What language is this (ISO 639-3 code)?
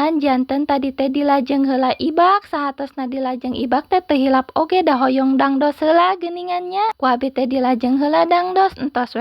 sun